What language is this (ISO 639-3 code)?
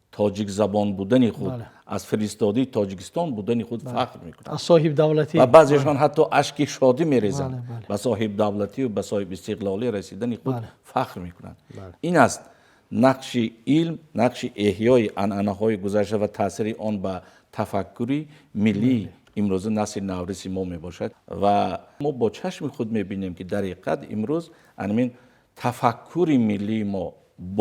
tgk